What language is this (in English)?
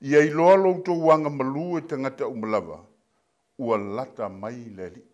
Samoan